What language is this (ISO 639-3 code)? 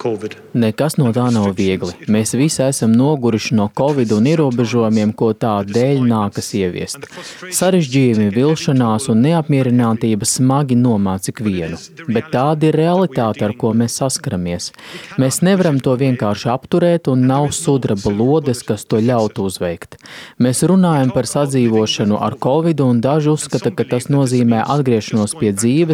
lav